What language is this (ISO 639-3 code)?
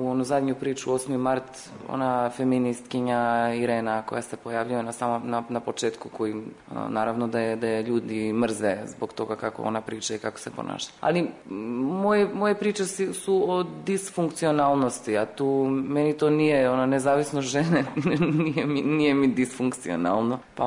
srp